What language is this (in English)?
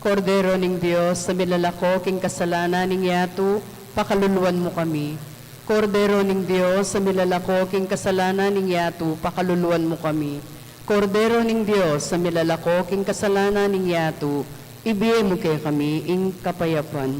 Pampanga